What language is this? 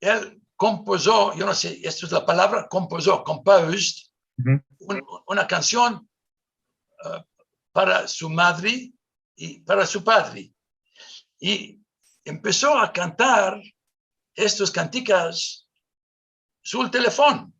Ladino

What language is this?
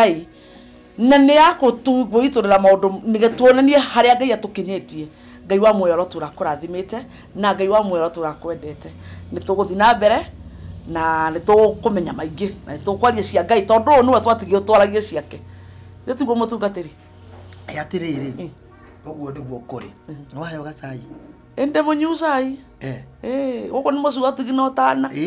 Kikuyu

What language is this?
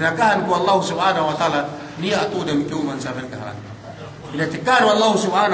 Yakan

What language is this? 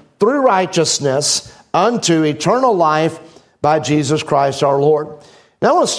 English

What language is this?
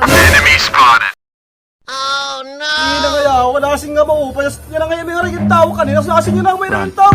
Waray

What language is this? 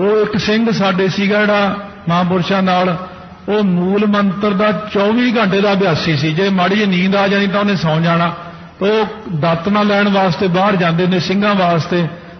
Punjabi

